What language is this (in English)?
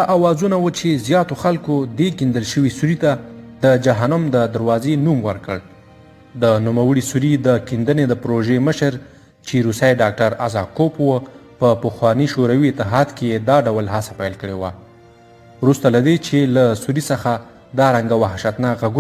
Pashto